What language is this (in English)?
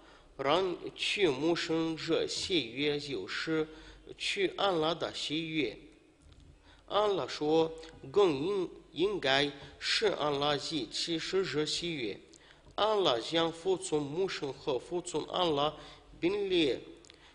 Chinese